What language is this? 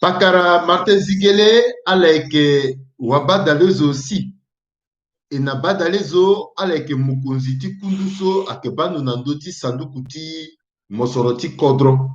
Sango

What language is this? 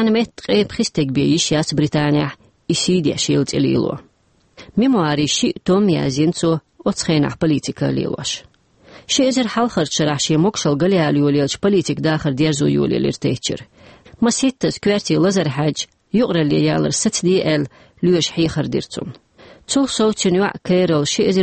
Chechen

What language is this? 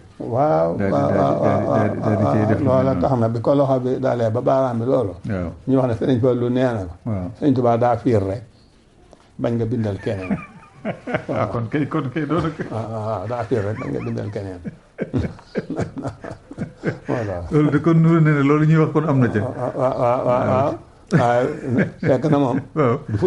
Wolof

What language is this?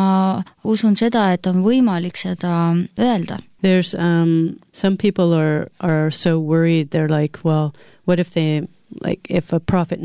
Estonian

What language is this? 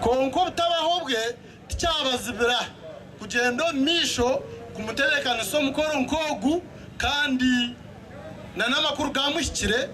Nyankole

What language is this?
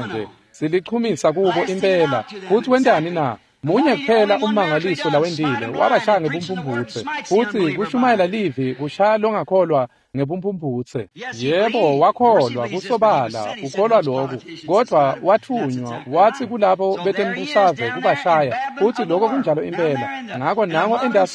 Swati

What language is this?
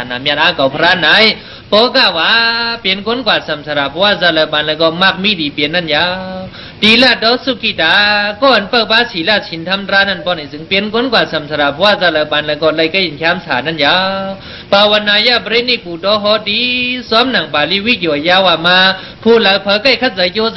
Shan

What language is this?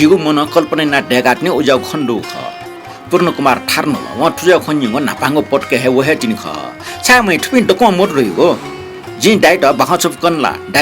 Newari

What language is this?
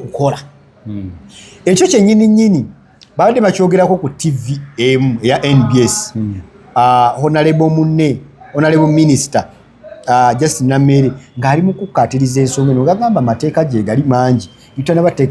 Ganda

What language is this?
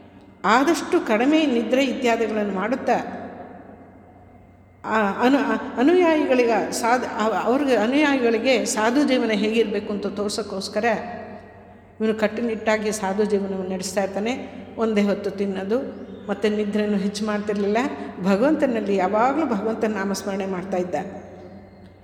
Kannada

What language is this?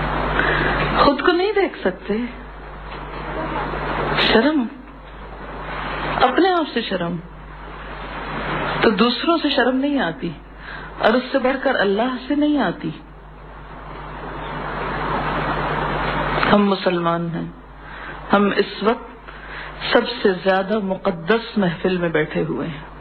Urdu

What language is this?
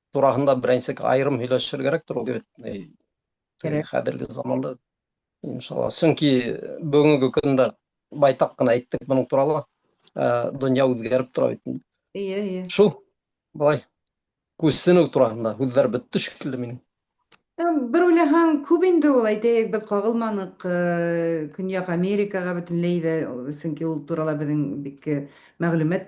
Bashkir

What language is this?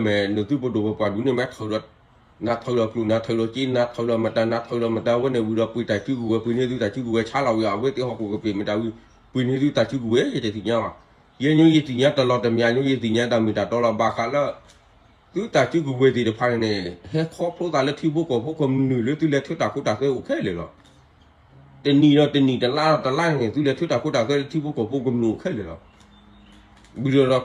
S'gaw Karen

